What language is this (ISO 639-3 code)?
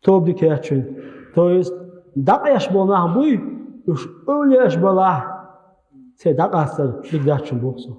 che